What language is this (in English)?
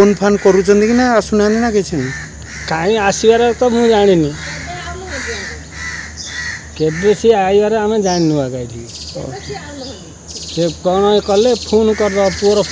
Odia